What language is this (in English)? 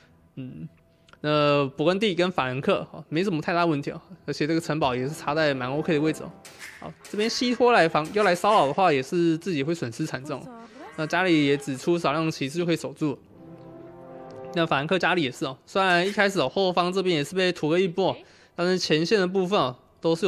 Chinese